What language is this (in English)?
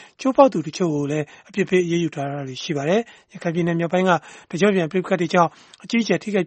Burmese